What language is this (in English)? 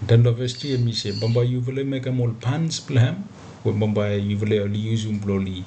Bislama